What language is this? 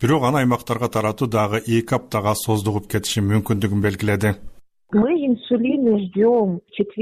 Kyrgyz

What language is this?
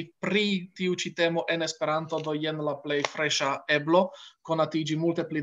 Esperanto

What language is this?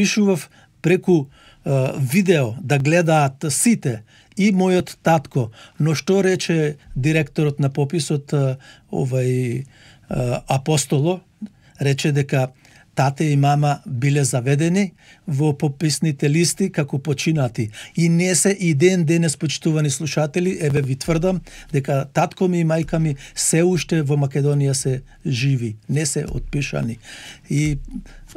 Macedonian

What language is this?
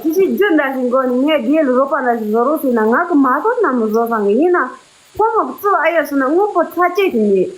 Tibetan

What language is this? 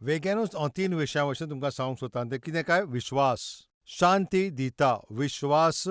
Konkani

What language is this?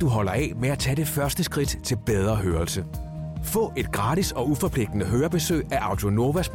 Danish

